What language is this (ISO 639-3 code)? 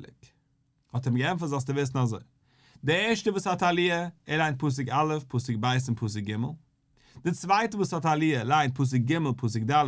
yid